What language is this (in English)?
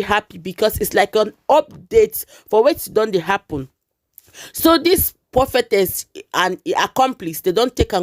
Nigerian Pidgin